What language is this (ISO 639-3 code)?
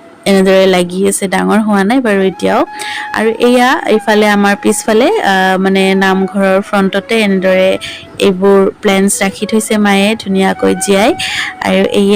asm